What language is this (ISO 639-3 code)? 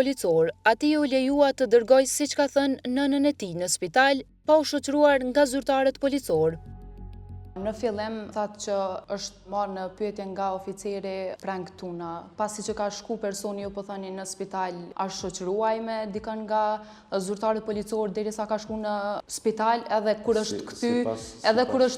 sqi